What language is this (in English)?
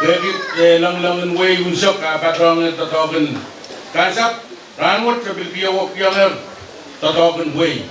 Pohnpeian